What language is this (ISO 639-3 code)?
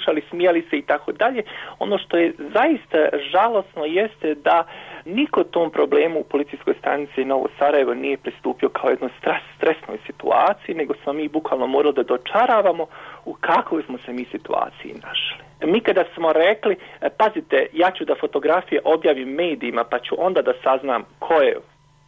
hrv